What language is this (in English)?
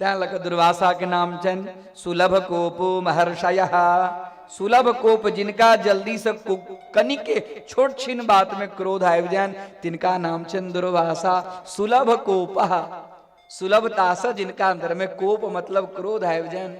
Maithili